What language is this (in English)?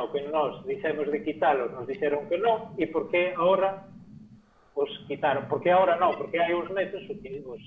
Galician